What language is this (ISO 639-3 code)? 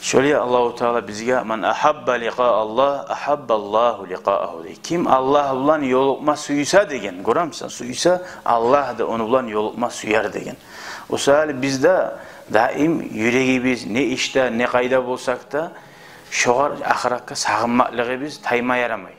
kum